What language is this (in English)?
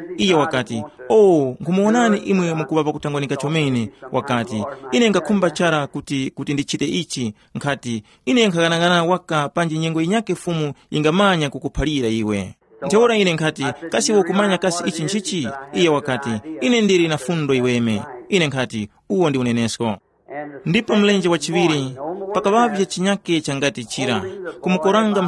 Tumbuka